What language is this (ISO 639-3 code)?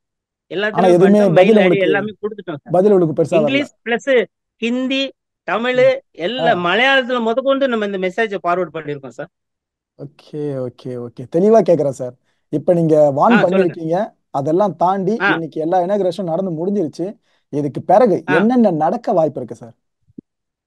tam